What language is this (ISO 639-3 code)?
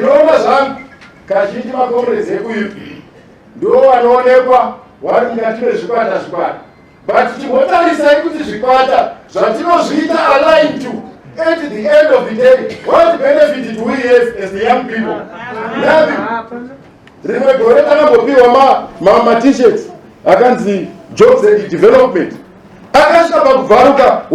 sna